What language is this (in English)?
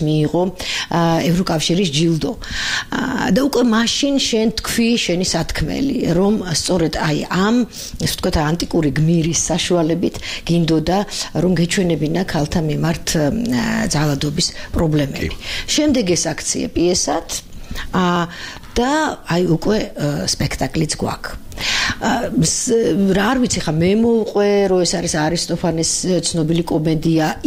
Georgian